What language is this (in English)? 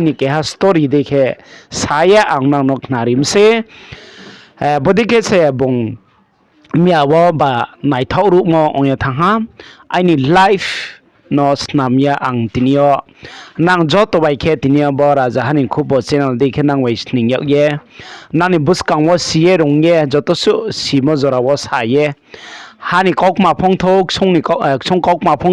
Riang (India)